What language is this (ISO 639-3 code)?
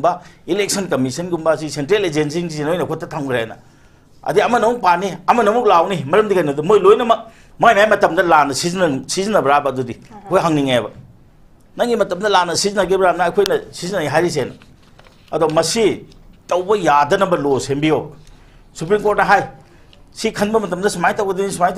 mni